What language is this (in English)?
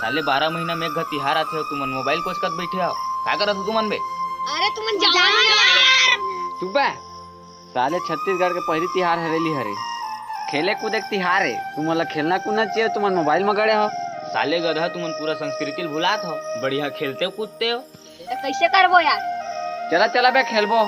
Chhattisgarhi